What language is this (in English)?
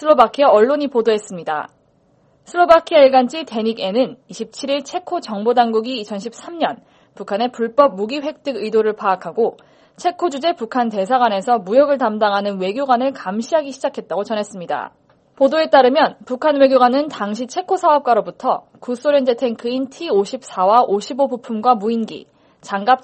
Korean